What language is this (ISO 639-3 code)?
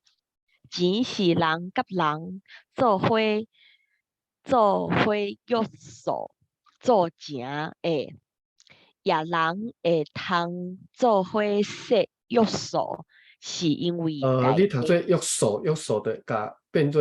nan